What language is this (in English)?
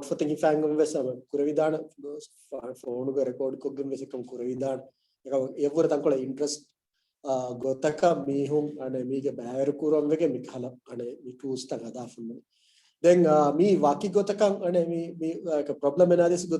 Divehi